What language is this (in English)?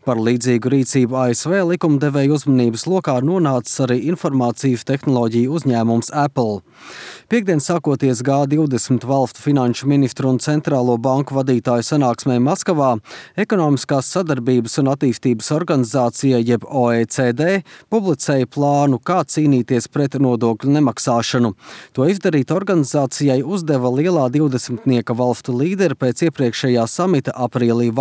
Latvian